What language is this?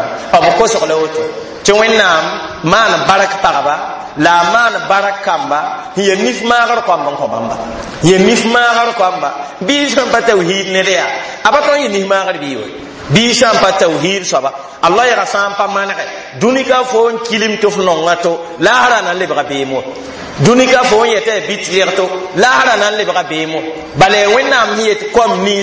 Mossi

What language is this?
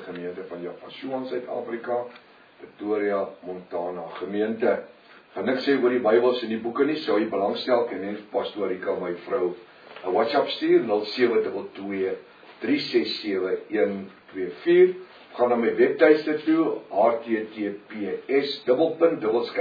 Afrikaans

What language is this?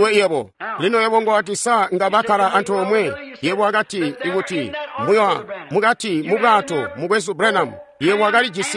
Tonga (Zambia)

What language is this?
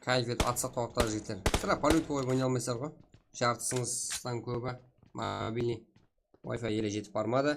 Kara-Kalpak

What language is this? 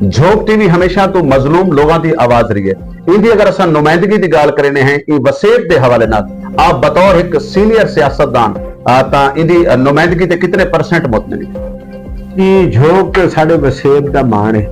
Saraiki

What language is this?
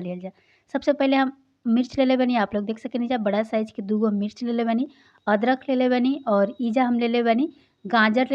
Bhojpuri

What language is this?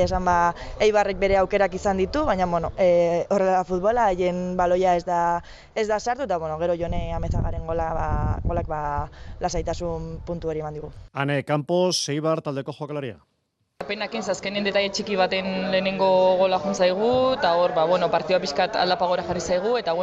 Basque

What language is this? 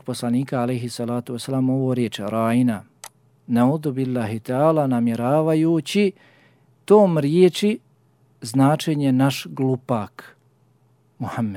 Bosnian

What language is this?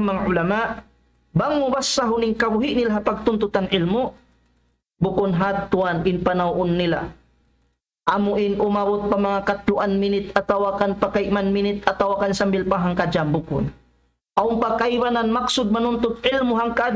Tausug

